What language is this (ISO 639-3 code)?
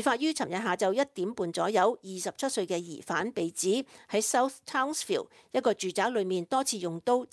yue